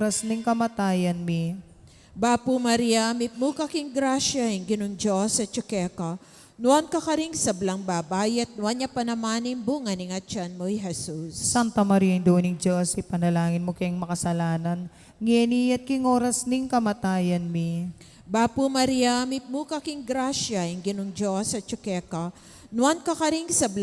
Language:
Pampanga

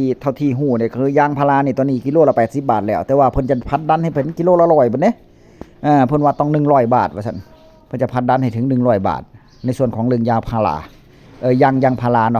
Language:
Northeastern Thai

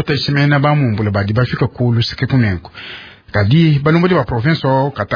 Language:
Luba-Lulua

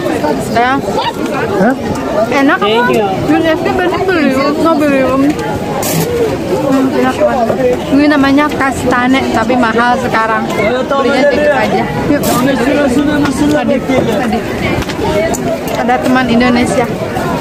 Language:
Indonesian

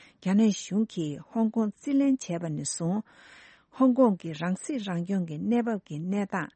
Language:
Tibetan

